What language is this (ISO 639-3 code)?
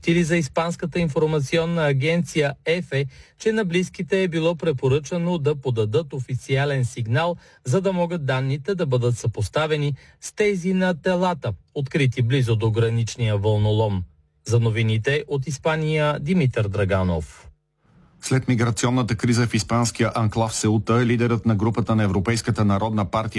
bul